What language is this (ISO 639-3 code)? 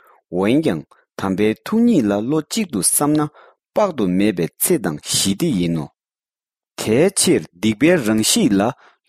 bod